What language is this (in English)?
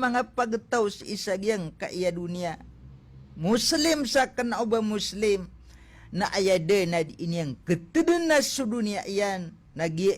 Maranao